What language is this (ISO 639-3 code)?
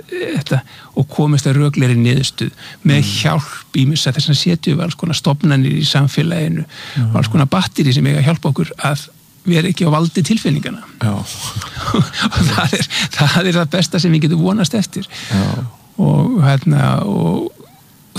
isl